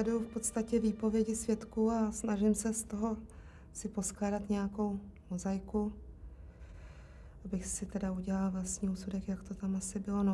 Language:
Czech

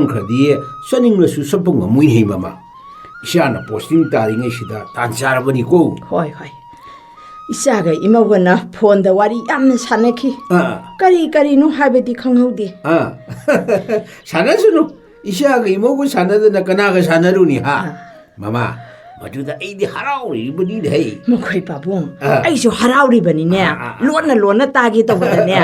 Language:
Manipuri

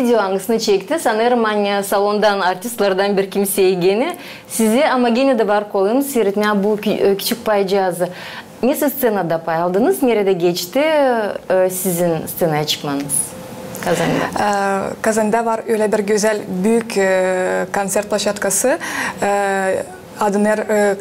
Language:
Gagauz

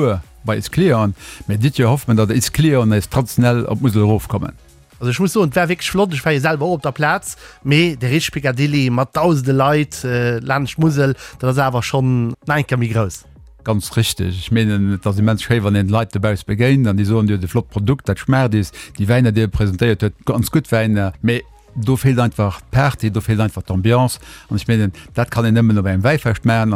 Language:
Luxembourgish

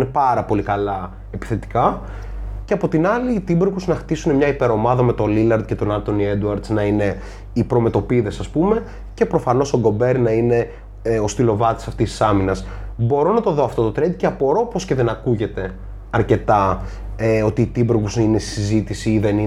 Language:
Greek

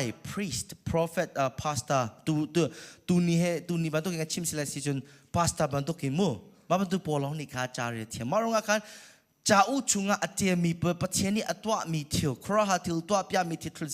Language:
Hakha Chin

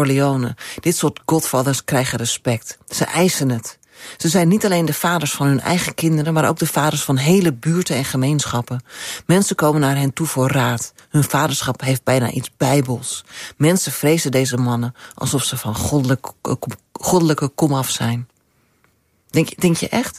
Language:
Dutch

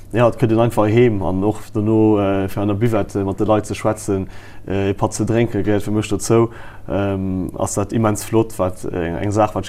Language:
Luxembourgish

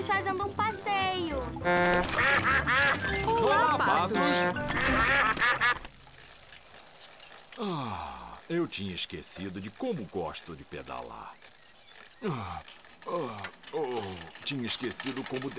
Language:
Portuguese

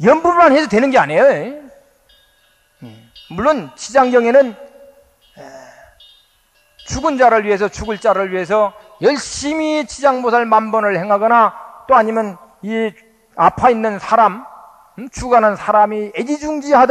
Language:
Korean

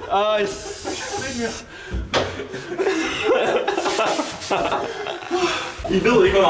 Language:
Danish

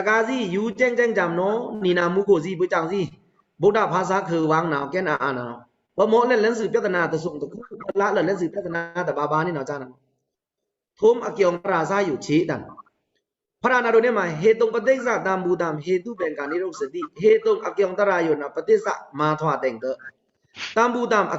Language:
Pa'o Karen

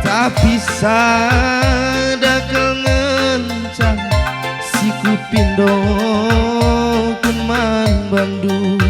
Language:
Batak Karo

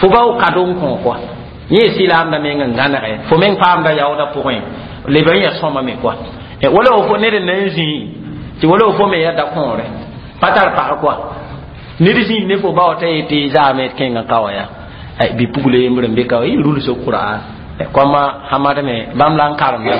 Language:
Mossi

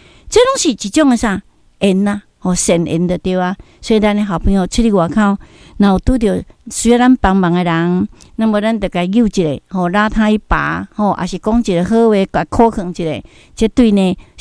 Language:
Min Nan Chinese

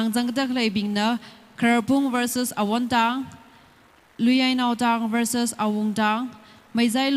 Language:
Tangkhul Naga (India)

